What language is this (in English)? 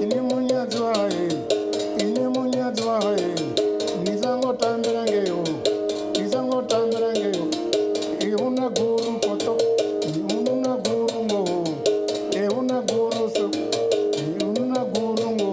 Venda